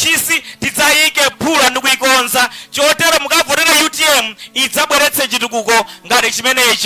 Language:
Nyanja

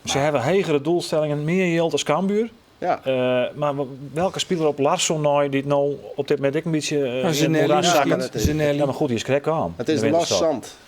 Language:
Western Frisian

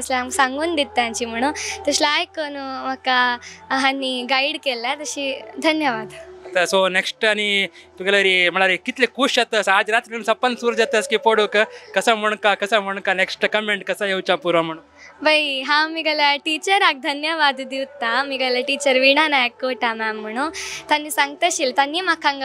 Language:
Konkani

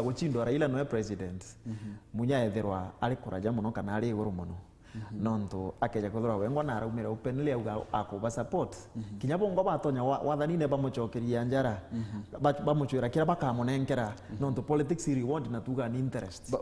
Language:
Meru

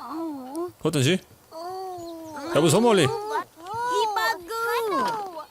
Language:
Bavarian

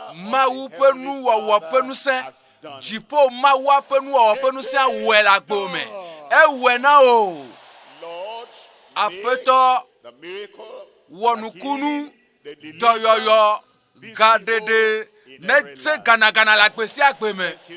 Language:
Ewe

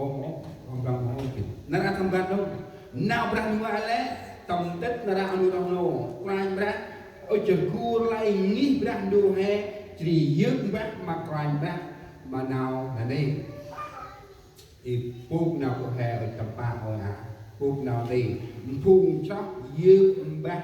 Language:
Central Mnong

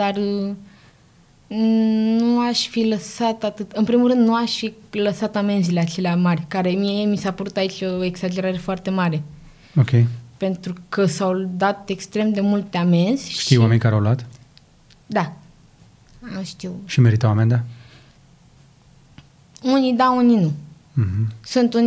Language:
Romanian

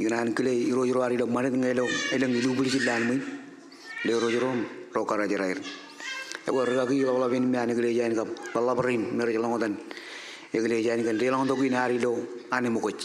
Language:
Marshallese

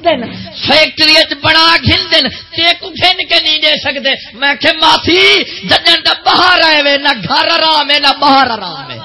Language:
Saraiki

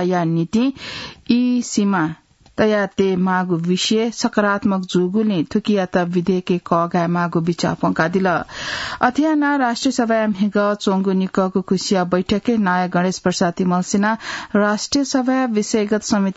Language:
Newari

